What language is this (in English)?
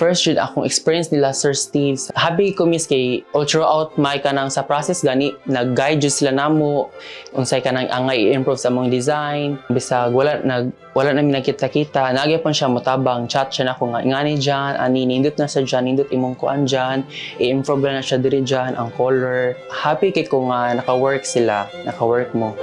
Cebuano